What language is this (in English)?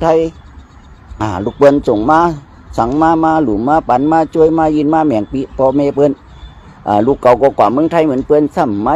Shan